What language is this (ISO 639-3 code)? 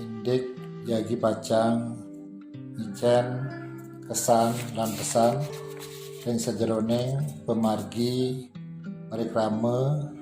ban